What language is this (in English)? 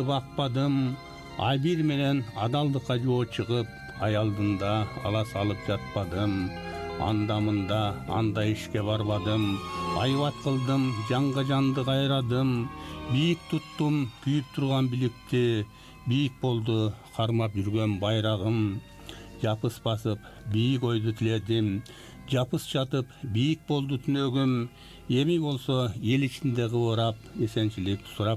Kyrgyz